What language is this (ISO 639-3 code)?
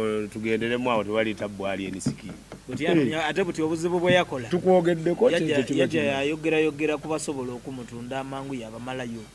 xog